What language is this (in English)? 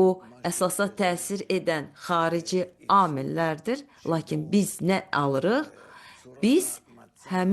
Azerbaijani